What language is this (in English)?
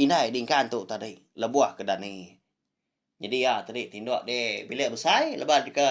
Iban